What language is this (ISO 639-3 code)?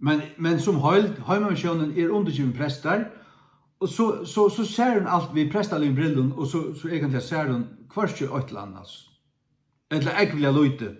fao